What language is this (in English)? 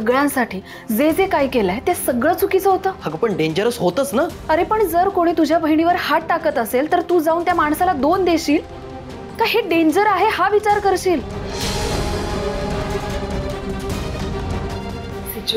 Marathi